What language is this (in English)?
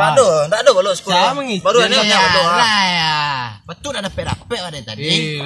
Minangkabau